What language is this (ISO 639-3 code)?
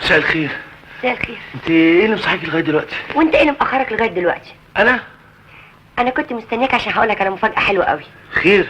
arz